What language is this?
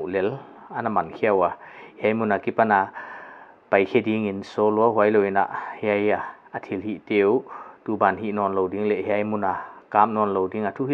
Paite Chin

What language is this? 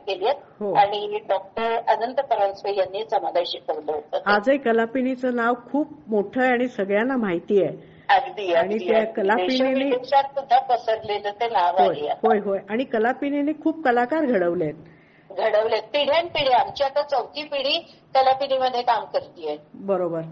Marathi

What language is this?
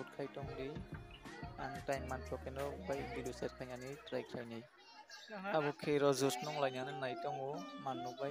Kok Borok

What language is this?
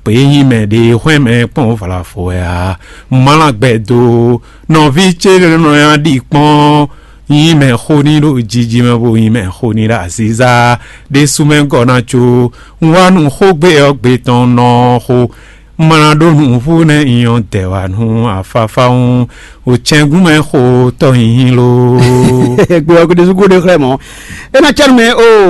Fon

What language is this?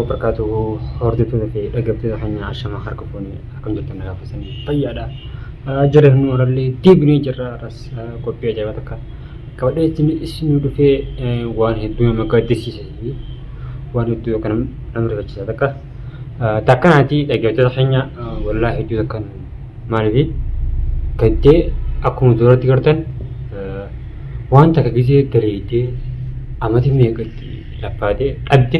Oromo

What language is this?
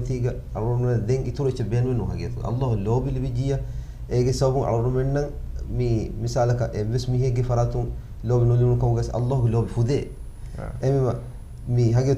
Divehi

